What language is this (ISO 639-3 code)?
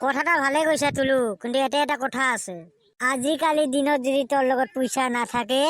asm